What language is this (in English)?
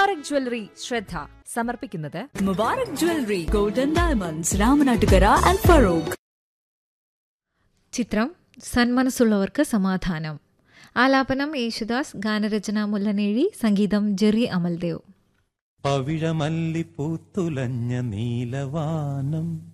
Malayalam